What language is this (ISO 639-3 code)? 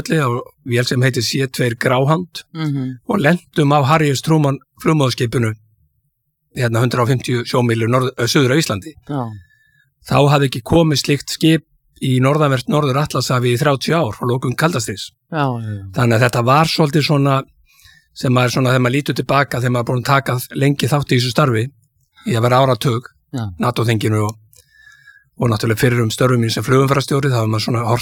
isl